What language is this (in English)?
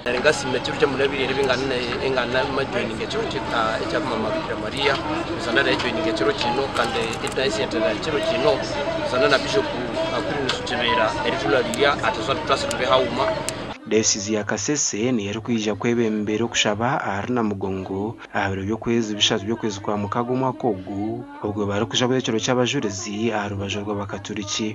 Nyankole